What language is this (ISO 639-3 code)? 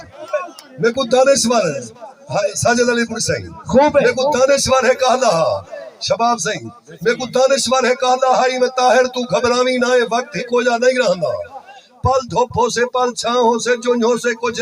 skr